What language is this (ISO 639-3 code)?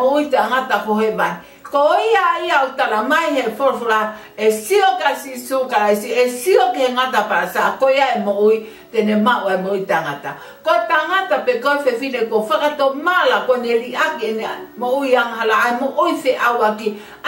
ton